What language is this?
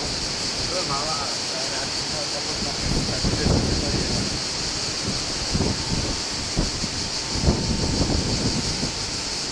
Czech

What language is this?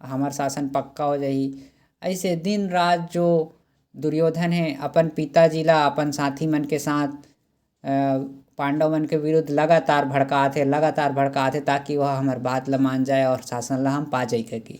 Chhattisgarhi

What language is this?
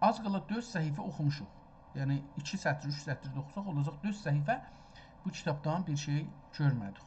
South Azerbaijani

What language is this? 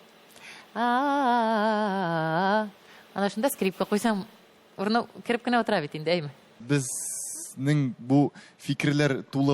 Tatar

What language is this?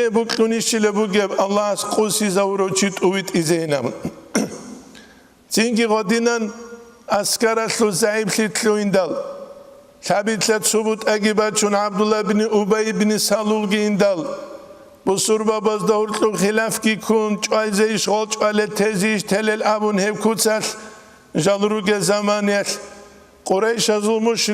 Avaric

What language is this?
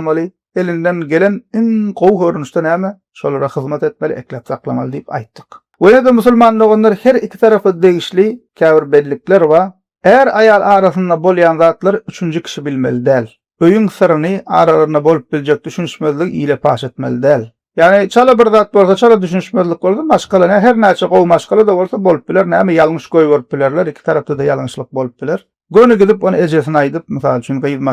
Turkmen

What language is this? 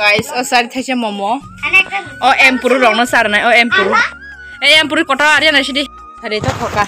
Kok Borok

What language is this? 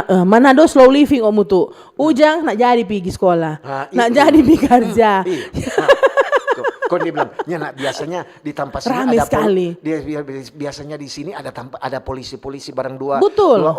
Manado Malay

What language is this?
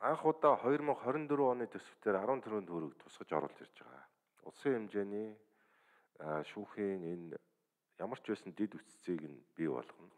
Mongolian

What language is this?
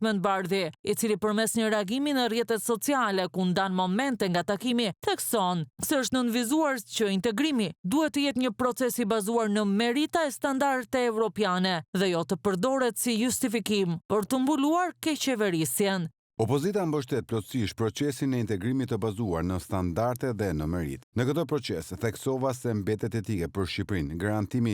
Albanian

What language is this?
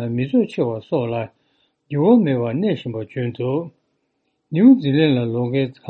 Tibetan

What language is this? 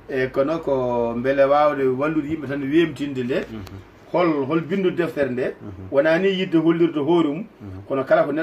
Fula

